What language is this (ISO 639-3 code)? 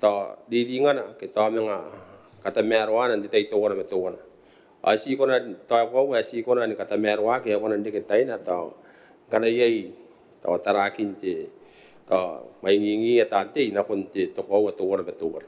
gil